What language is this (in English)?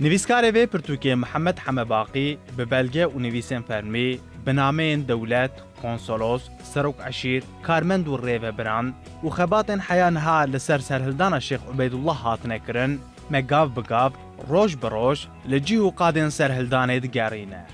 Kurdish